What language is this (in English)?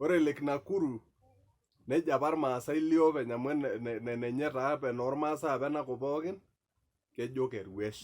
Masai